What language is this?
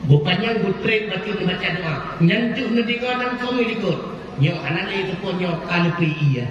Achinese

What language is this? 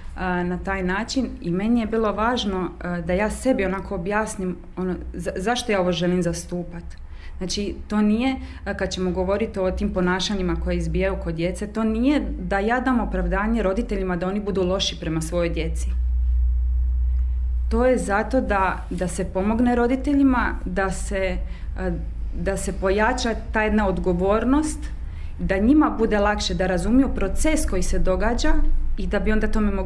Croatian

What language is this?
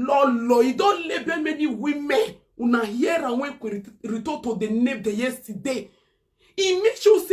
Nigerian Pidgin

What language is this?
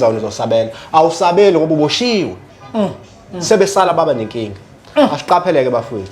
Zulu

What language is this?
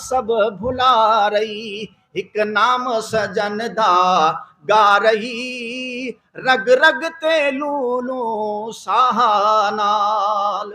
Brahui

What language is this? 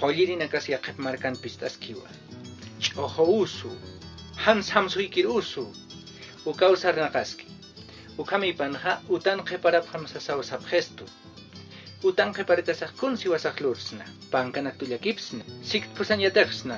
Aymara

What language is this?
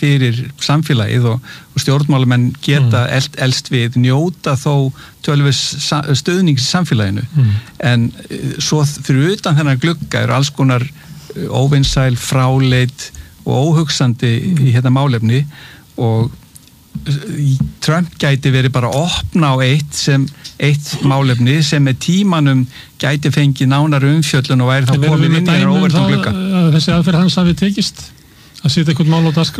Icelandic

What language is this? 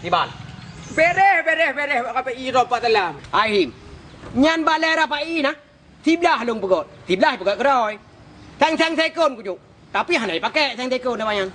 Achinese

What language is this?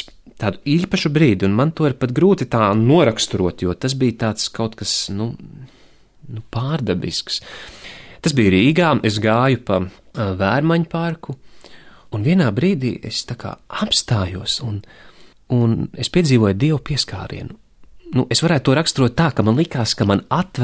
Latvian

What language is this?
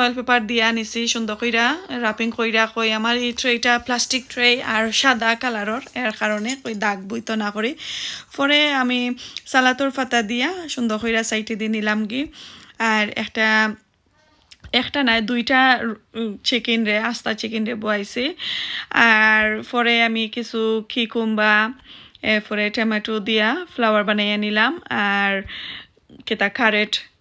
Sylheti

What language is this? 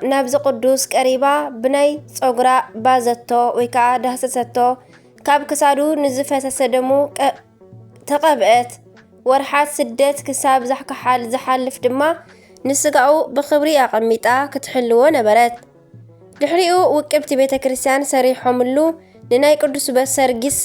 Tigrinya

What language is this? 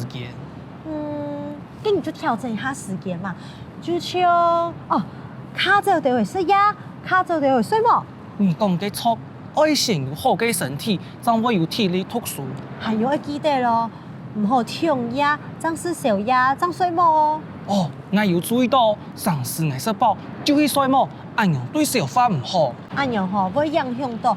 Hakka Chinese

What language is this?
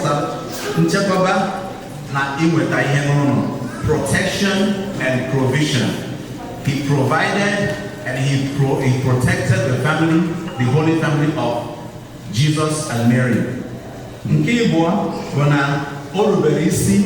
Igbo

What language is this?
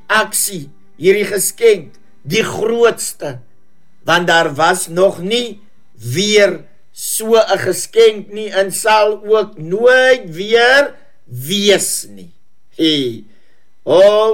Afrikaans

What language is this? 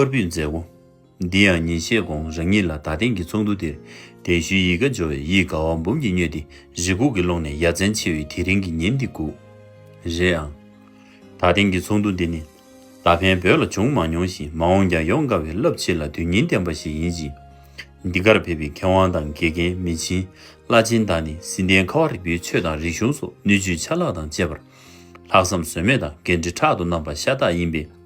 Tibetan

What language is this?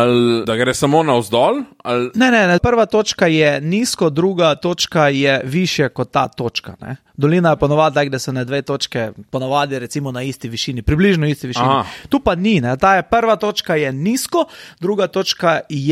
Slovenian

